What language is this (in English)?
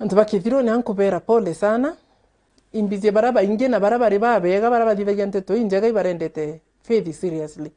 Meru